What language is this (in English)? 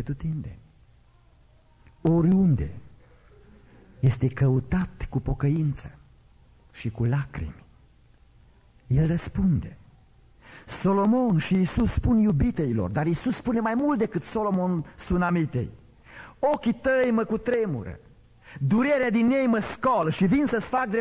Romanian